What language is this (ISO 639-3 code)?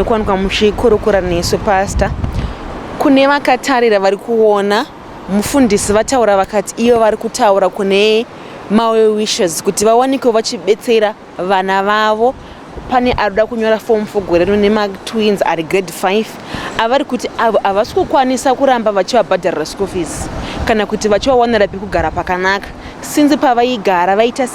sna